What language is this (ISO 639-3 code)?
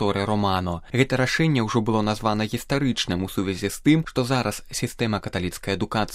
bel